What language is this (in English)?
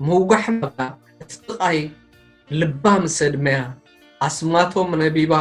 Tigrinya